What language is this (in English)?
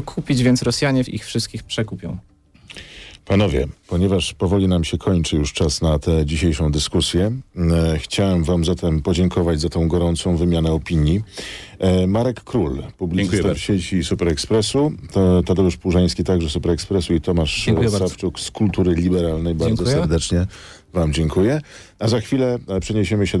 Polish